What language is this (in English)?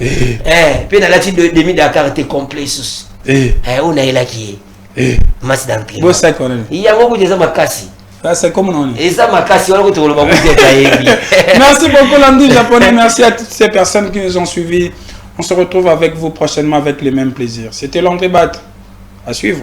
Lingala